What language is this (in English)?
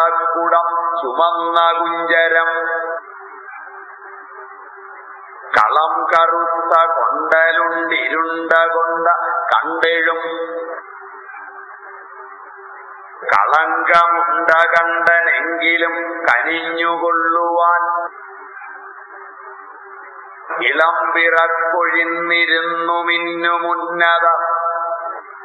Malayalam